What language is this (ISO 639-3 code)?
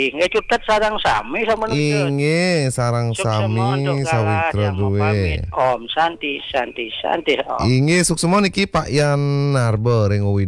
ban